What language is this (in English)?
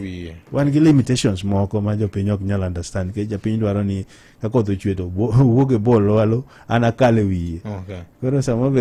Luo (Kenya and Tanzania)